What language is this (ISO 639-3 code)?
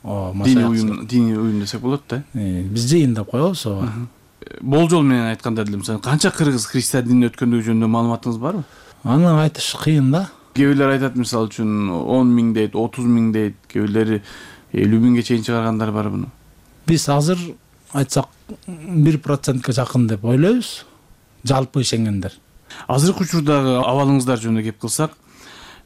kir